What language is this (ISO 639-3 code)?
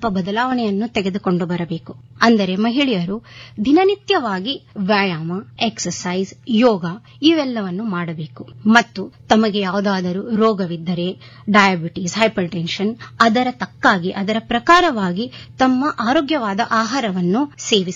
kan